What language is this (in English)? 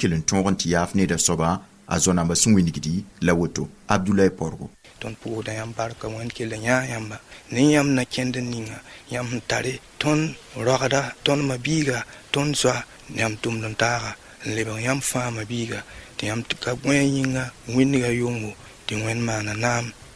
Mossi